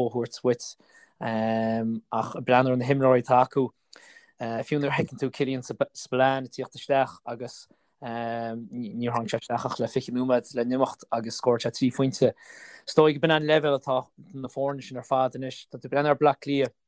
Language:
Irish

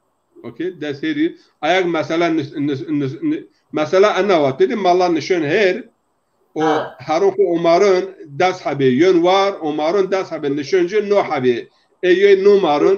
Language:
Zaza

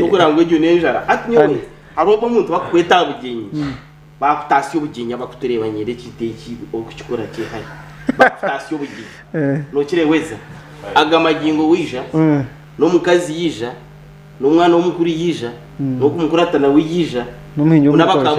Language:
Nyankole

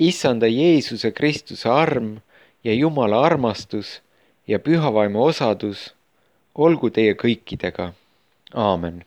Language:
Estonian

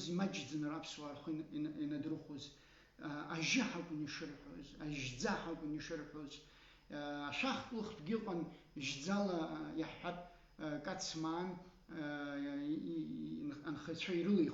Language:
Abkhazian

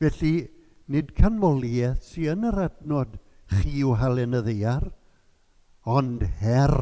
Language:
Welsh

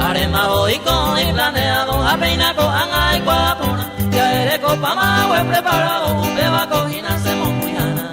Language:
Guarani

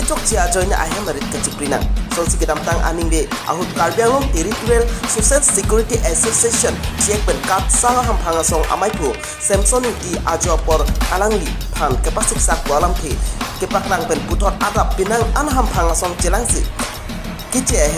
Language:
Karbi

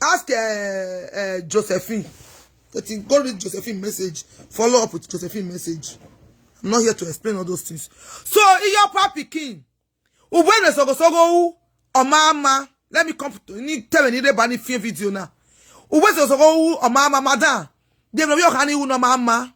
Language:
Nigerian Pidgin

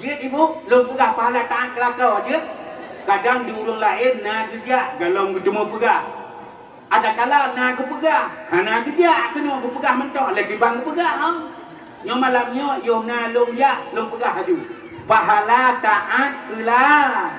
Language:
Achinese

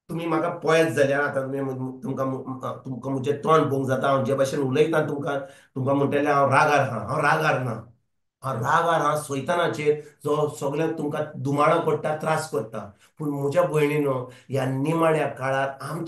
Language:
Konkani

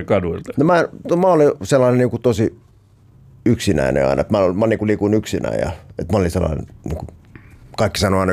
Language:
Finnish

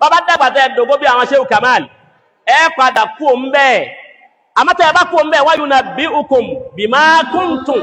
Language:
Yoruba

